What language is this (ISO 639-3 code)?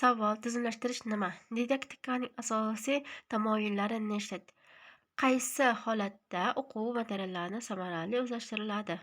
uzb